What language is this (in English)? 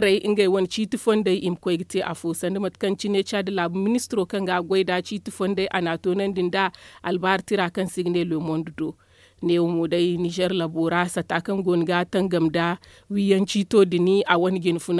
Zarma